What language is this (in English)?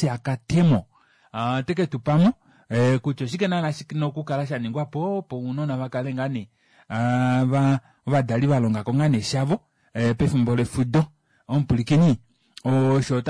Kuanyama